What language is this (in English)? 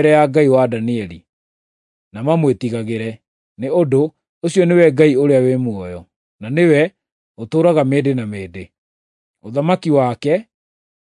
Kikuyu